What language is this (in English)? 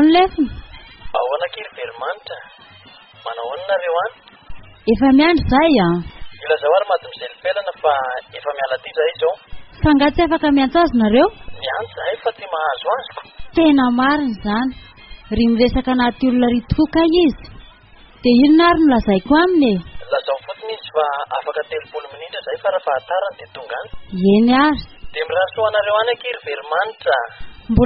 Malagasy